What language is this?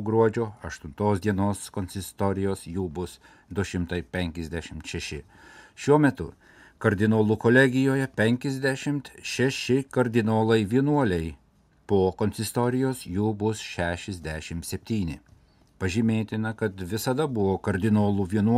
Lithuanian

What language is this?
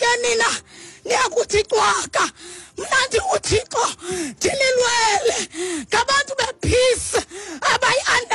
Xhosa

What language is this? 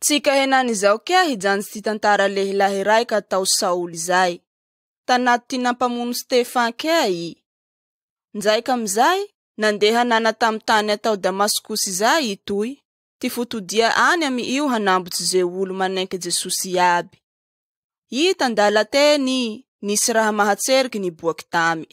Malagasy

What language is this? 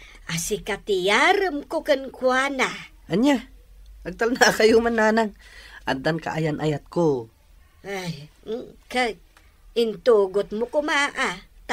Iloko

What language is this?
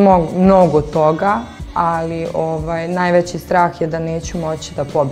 Bosnian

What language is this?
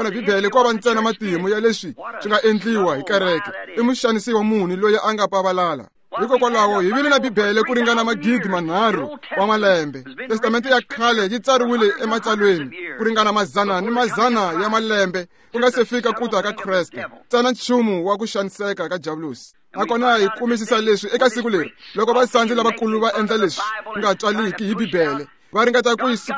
Tsonga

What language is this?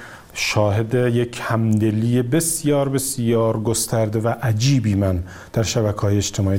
Persian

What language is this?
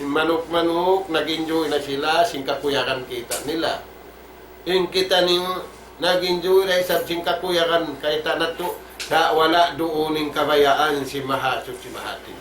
Tausug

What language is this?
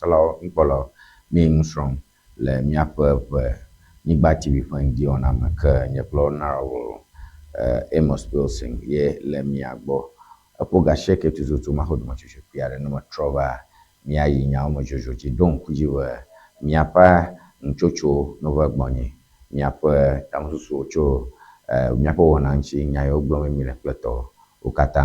Ewe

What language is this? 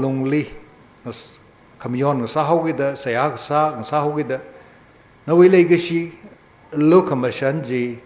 Tangkhul Naga (India)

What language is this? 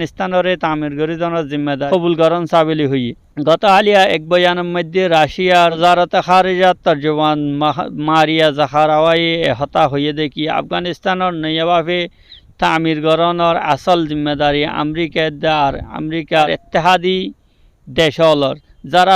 Rohingya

